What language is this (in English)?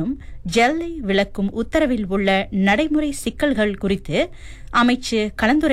Tamil